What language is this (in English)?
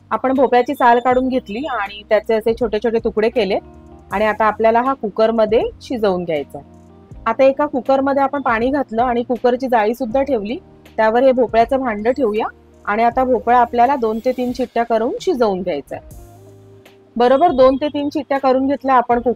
Marathi